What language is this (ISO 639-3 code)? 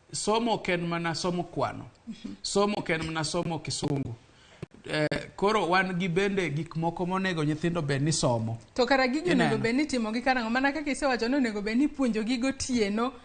luo